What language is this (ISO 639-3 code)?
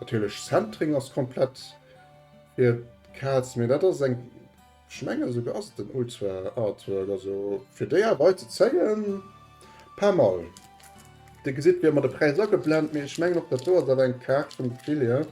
ltz